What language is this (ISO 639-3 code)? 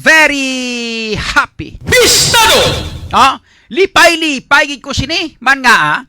hil